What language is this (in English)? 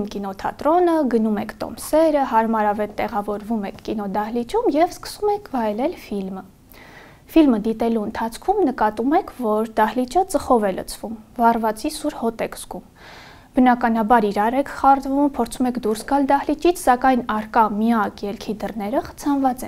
Armenian